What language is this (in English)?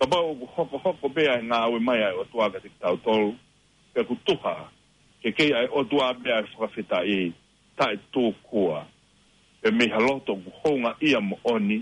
Tongan